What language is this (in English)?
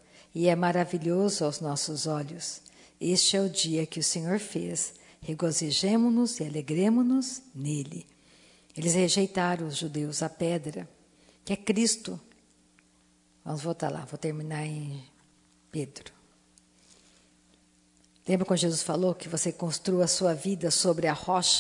Portuguese